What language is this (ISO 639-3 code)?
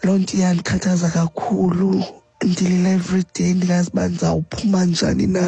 xho